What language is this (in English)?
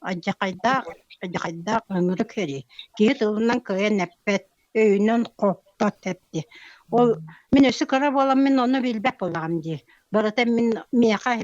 Yakut